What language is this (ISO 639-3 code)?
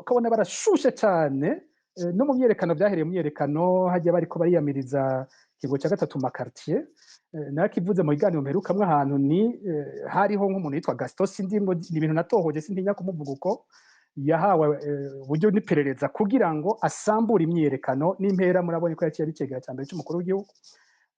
run